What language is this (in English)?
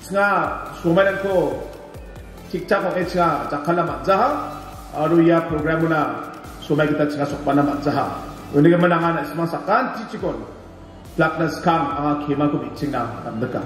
Garo